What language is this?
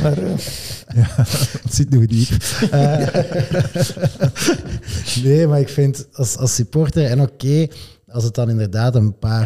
Dutch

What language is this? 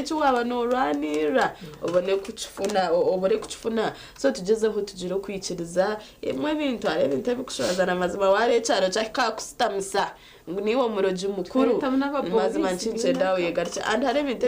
Nyankole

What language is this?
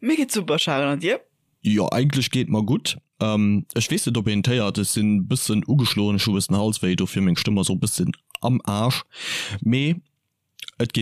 Luxembourgish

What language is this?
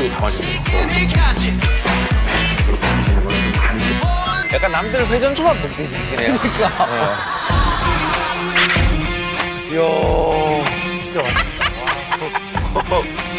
Korean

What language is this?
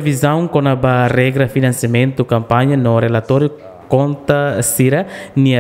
Tetum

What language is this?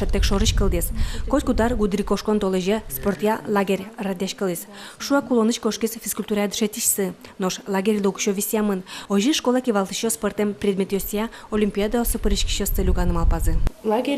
Udmurt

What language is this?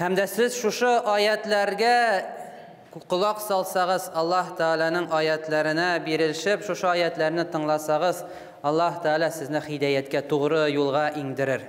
Tatar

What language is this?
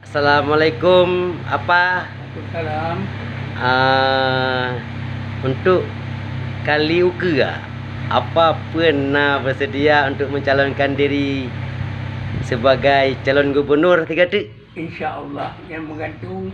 Achinese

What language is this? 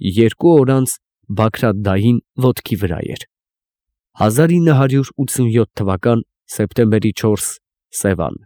Armenian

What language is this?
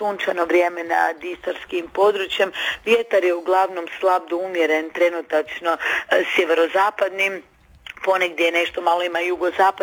Croatian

